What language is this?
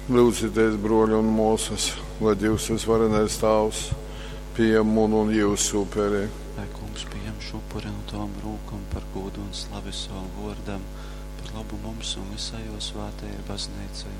Latgalian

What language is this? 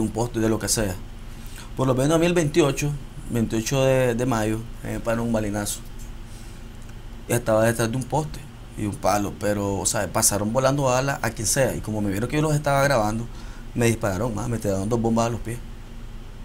Spanish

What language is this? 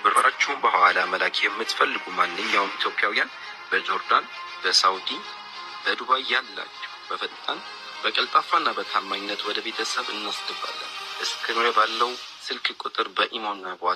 Amharic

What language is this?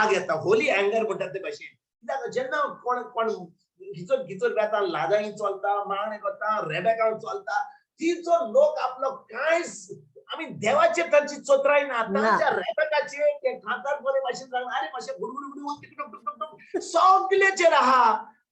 Konkani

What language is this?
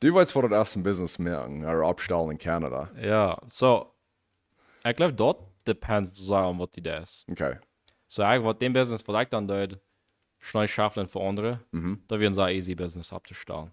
Plautdietsch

